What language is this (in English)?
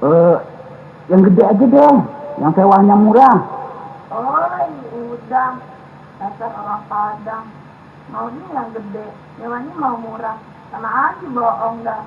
Minangkabau